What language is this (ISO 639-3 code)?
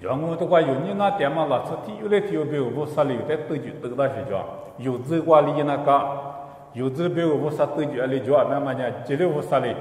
lis